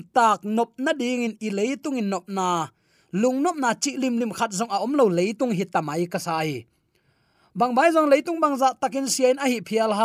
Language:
Tedim Chin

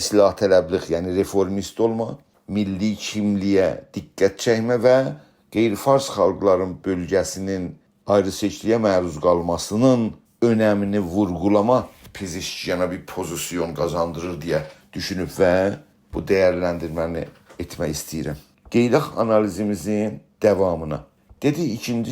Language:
South Azerbaijani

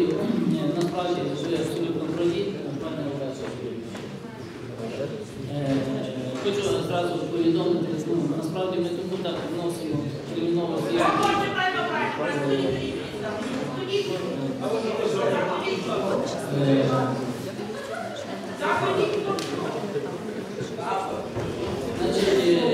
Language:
Ukrainian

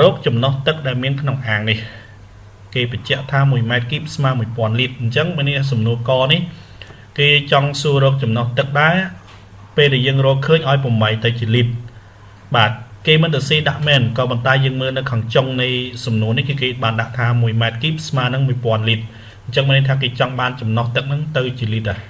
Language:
Khmer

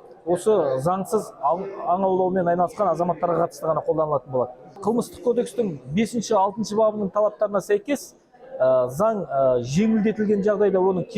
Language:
Kazakh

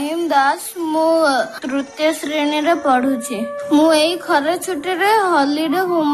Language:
Odia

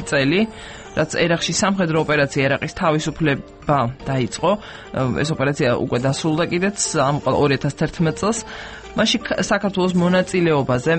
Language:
Georgian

